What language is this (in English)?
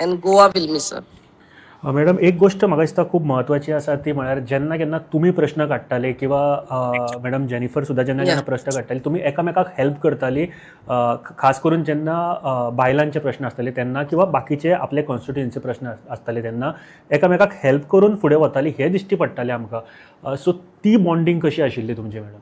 Konkani